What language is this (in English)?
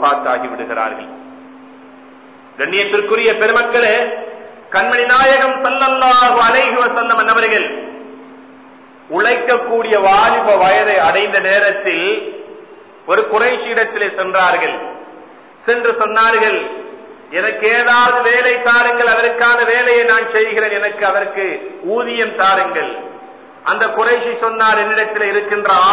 Tamil